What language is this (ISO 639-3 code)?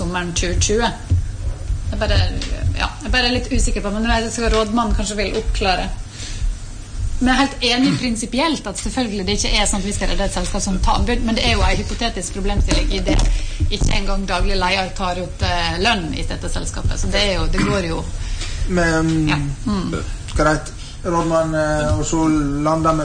nor